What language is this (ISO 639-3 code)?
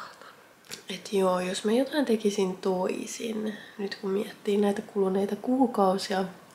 fin